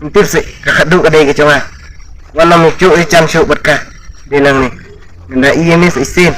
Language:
Khasi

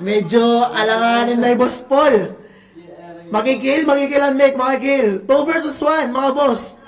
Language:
Waray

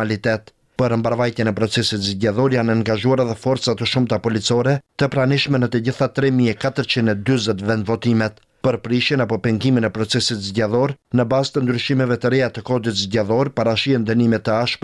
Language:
Albanian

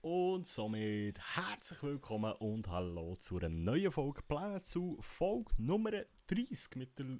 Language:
Swiss German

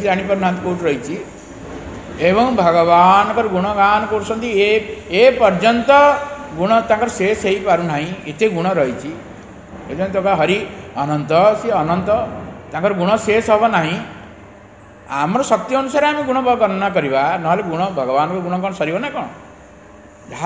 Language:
Odia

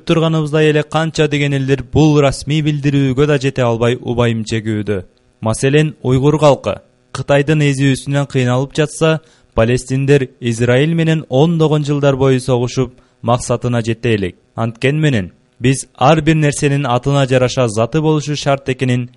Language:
Kyrgyz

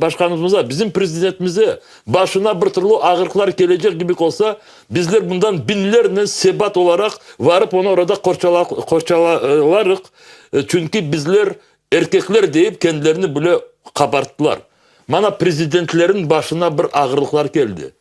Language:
Crimean Tatar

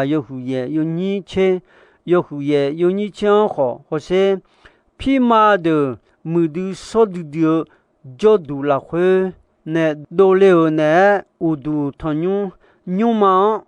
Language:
Akha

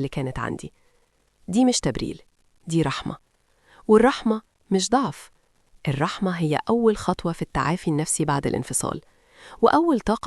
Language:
Egyptian Arabic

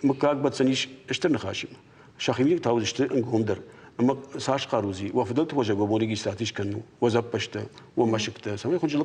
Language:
Ossetic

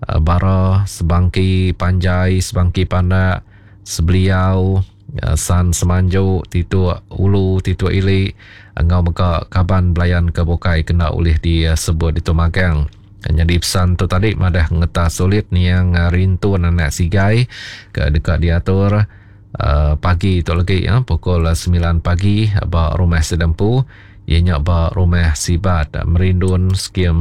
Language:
Iban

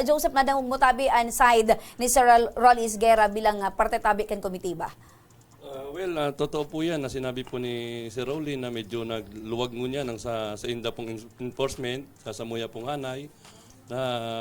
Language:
Bikol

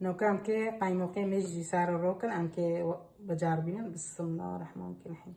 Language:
Kurdish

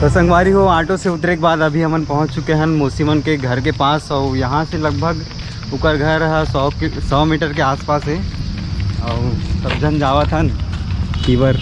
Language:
Chhattisgarhi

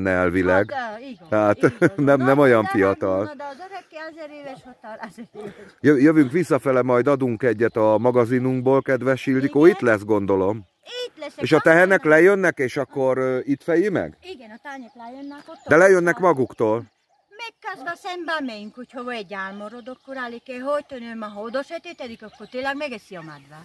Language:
Hungarian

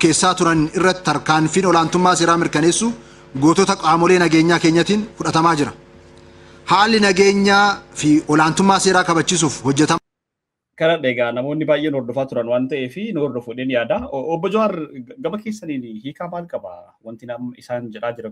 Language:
Oromo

